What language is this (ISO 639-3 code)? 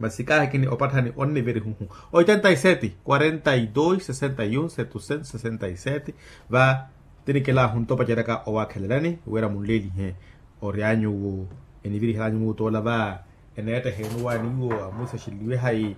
vmw